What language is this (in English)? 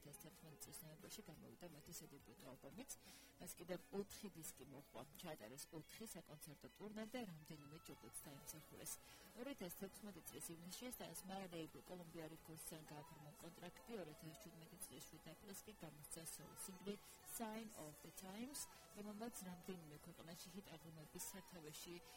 Georgian